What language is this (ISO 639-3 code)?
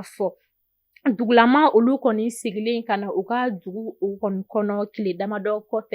bam